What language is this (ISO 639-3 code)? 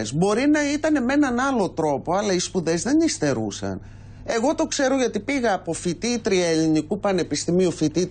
ell